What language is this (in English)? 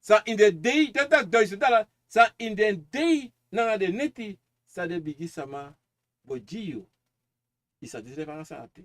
Sranan Tongo